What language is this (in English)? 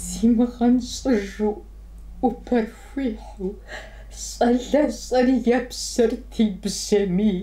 Kabardian